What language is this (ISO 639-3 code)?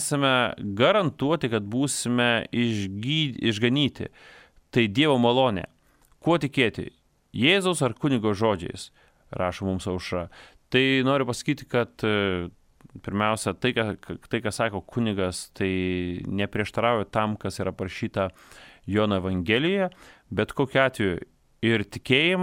lit